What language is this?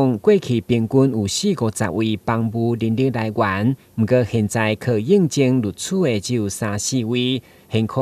Min Nan Chinese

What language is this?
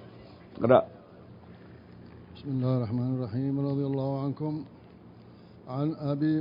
Arabic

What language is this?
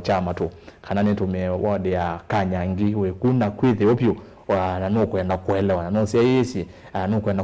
Kamba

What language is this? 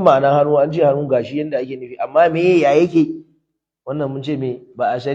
Hausa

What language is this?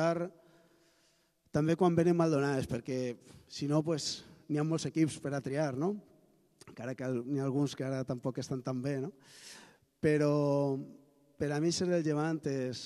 Catalan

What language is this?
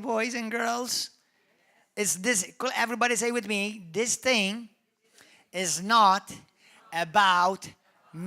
English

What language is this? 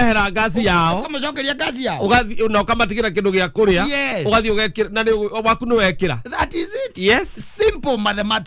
Kikuyu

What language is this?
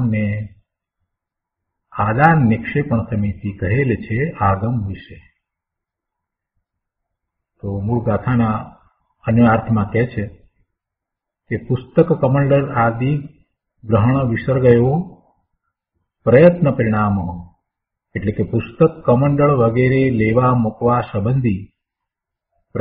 Gujarati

